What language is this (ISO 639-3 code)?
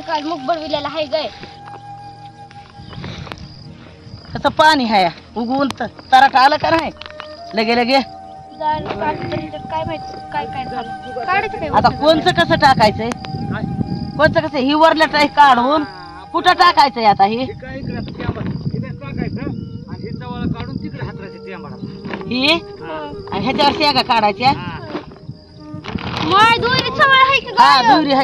mar